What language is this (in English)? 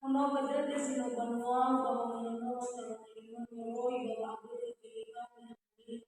Nias